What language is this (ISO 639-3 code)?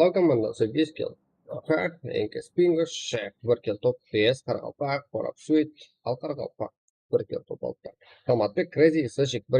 kaa